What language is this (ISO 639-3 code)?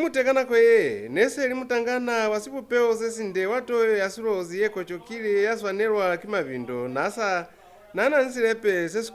loz